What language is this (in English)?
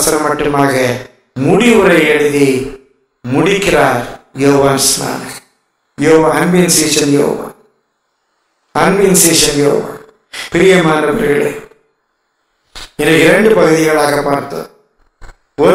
Tamil